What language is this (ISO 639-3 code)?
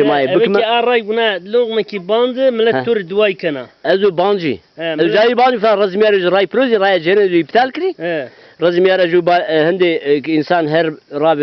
zza